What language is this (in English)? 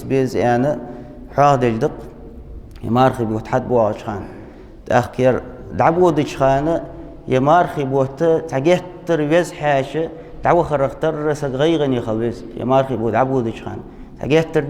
Ingush